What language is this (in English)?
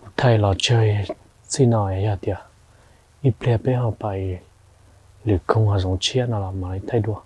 Hmong